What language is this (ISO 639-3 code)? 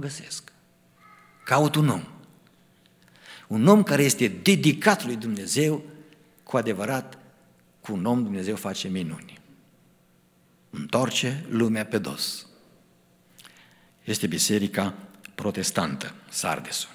ron